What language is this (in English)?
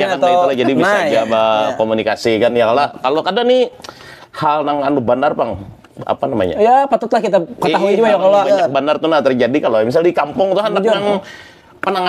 Banjar